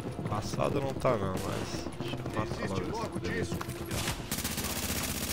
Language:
Portuguese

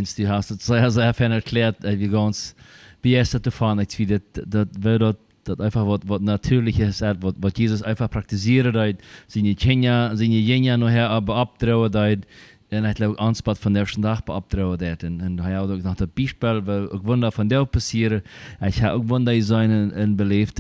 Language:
Plautdietsch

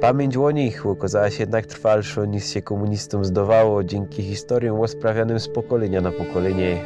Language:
Silesian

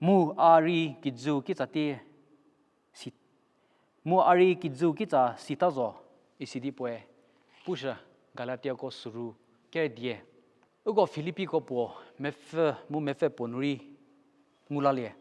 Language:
Angami Naga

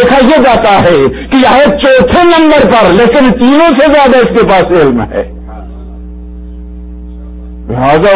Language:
Urdu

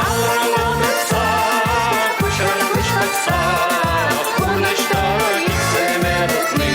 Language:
Chuvash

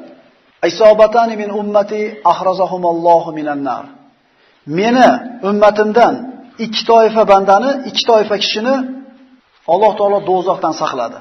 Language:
Uzbek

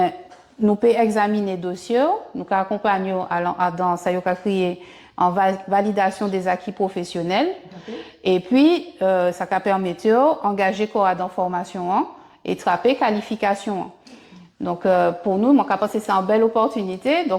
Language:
Guadeloupean Creole French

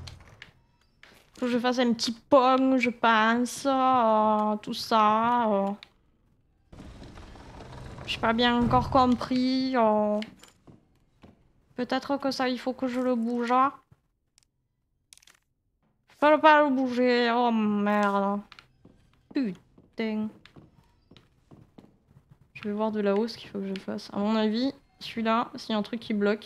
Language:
French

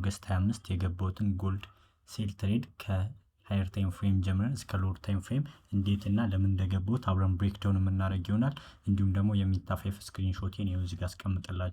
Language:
Amharic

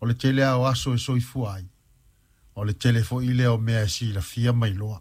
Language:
Samoan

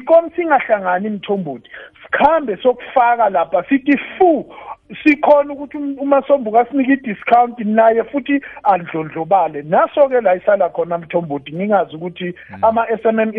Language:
South Ndebele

